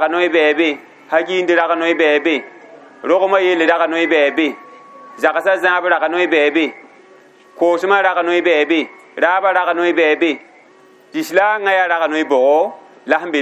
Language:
Mossi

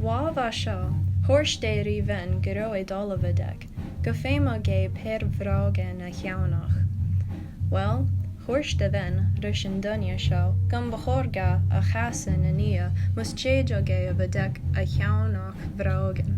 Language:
Scottish Gaelic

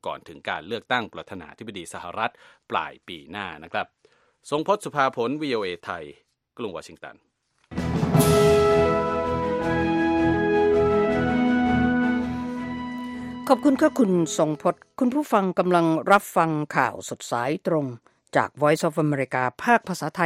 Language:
Thai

